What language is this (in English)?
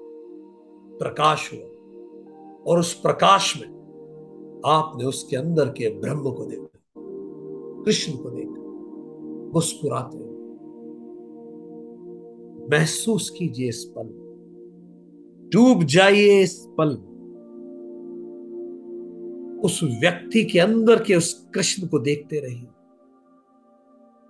Hindi